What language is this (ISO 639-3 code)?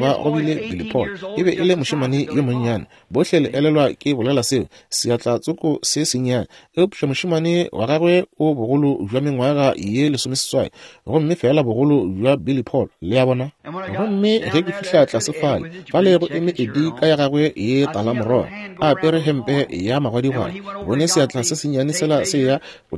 nso